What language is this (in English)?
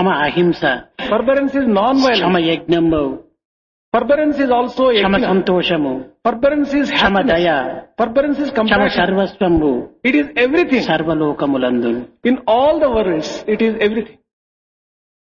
Telugu